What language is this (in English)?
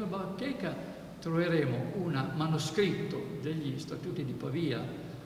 Italian